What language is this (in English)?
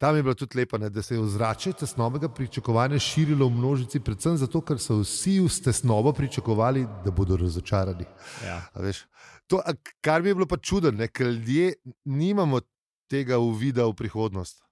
Slovenian